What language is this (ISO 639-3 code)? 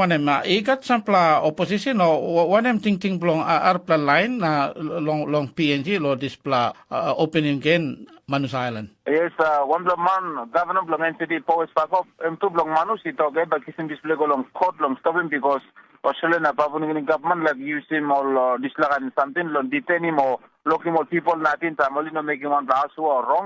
tpi